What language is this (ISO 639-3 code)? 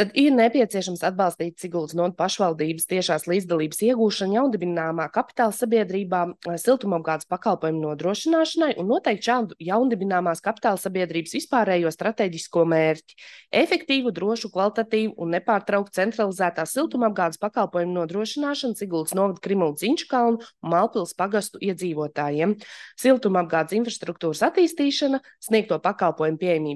lav